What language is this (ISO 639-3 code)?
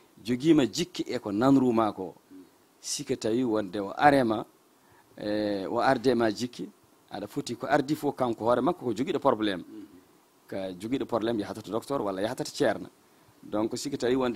ful